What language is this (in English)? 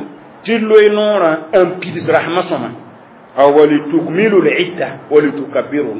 Mossi